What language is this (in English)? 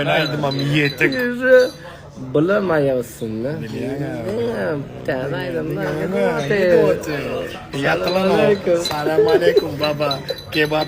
Turkmen